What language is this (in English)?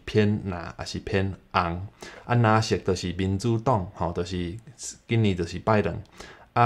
Min Nan Chinese